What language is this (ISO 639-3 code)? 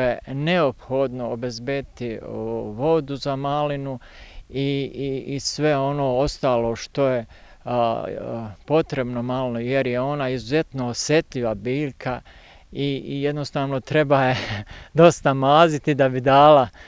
bos